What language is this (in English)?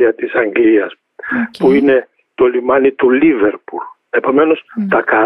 Greek